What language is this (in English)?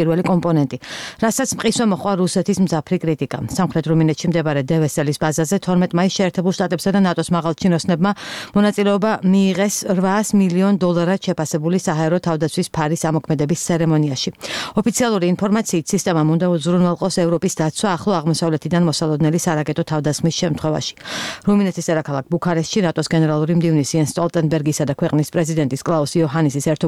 Georgian